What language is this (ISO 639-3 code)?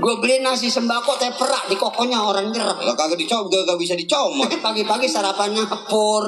bew